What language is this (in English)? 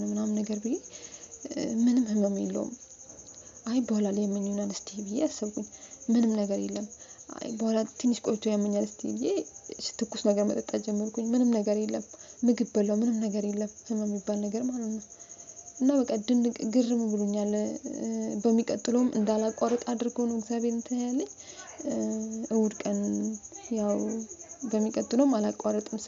Amharic